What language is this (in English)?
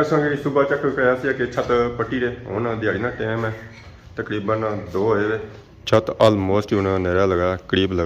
Pahari-Potwari